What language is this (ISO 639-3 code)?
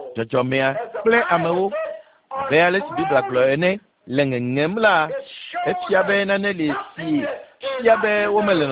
ewe